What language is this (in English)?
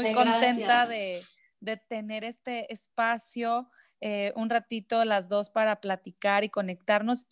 Spanish